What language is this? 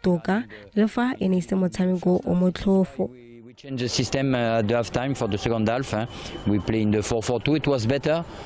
Tswana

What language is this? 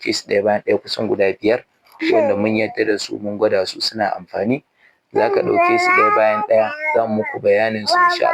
Hausa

